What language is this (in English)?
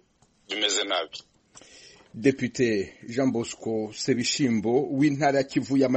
Kinyarwanda